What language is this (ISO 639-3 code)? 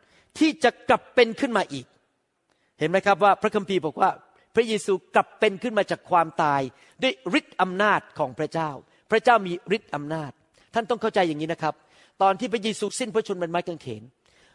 tha